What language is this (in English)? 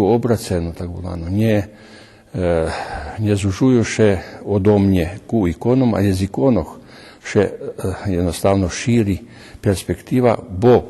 Rusyn